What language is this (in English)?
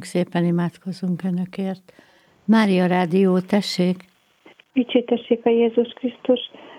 Hungarian